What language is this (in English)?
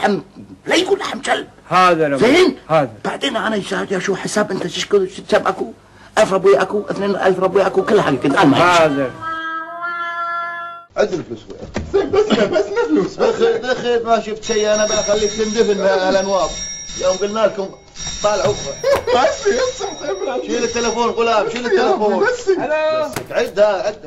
Gulf Arabic